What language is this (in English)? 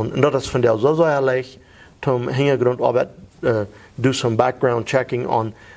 Plautdietsch